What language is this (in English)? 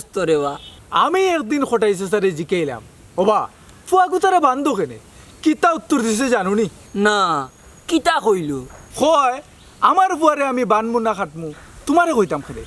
Sylheti